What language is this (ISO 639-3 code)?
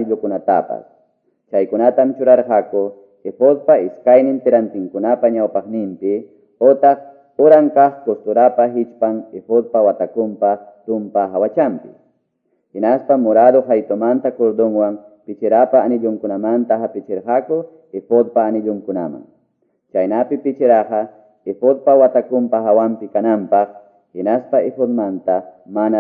que